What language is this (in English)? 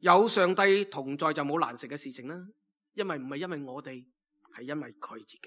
Cantonese